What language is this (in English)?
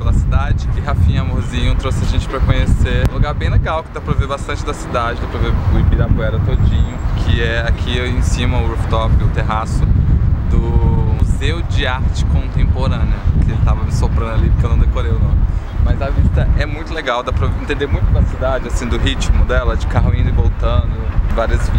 Portuguese